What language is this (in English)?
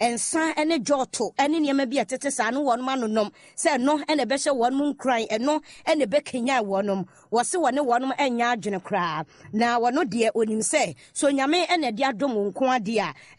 Akan